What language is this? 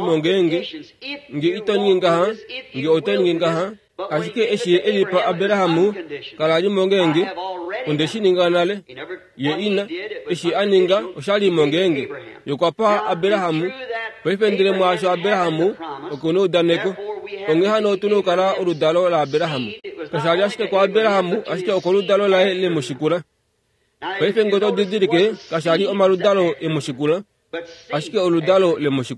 Kuanyama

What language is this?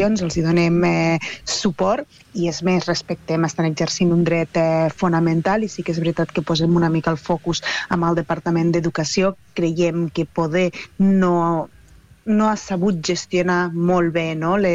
Catalan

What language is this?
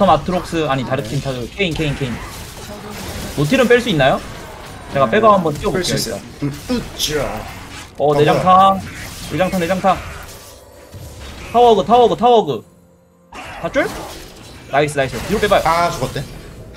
Korean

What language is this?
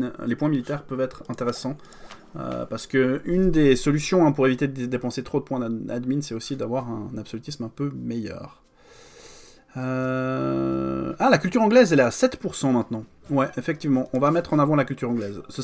French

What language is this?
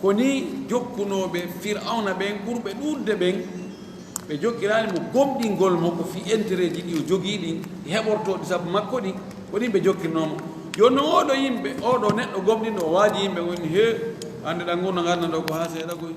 Fula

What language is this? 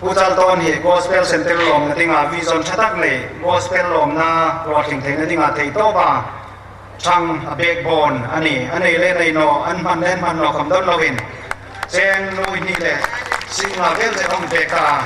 Hmar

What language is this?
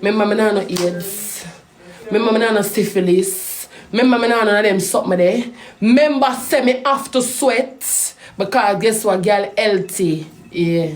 Jamaican Creole English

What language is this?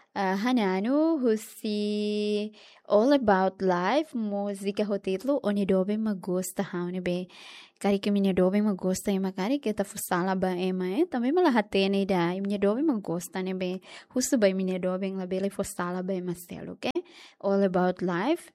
Tetum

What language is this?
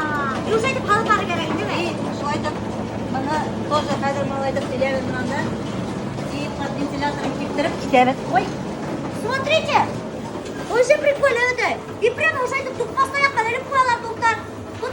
Bashkir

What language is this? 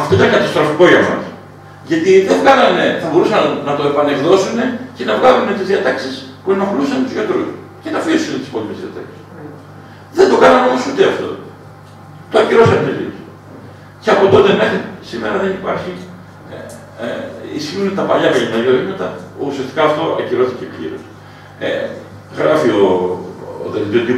Greek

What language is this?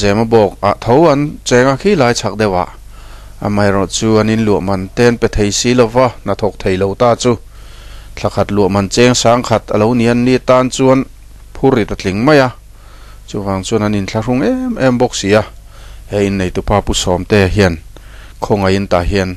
Mizo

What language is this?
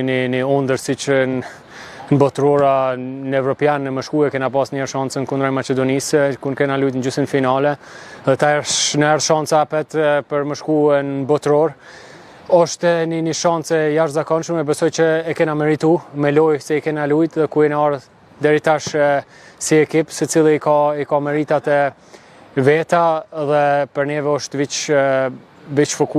Albanian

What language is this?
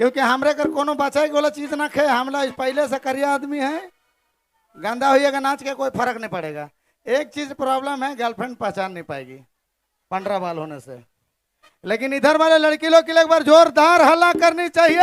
Sadri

